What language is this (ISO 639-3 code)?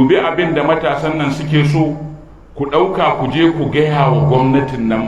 hau